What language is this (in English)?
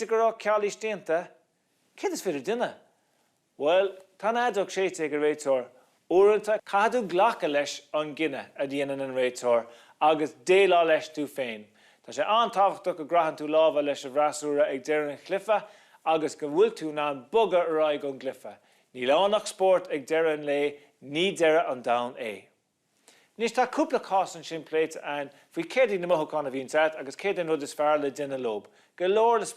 Irish